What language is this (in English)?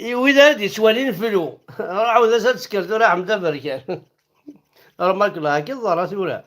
Kabyle